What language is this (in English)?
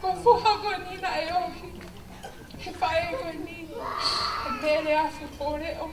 Tongan